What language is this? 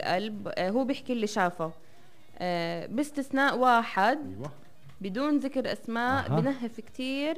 North Levantine Arabic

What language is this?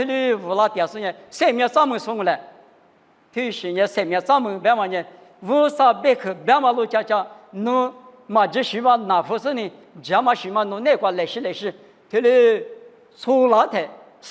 Lisu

